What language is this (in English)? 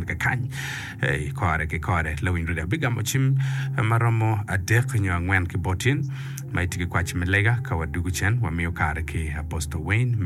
Acoli